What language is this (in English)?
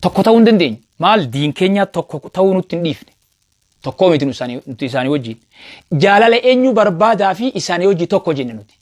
Oromo